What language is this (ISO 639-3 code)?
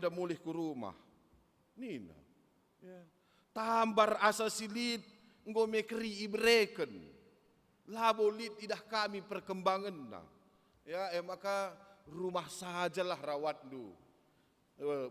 btx